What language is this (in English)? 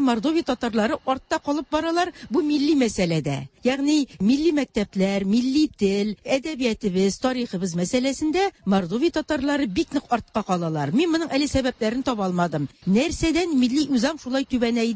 Tatar